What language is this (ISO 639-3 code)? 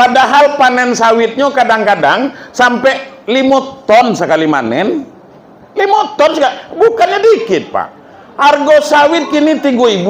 min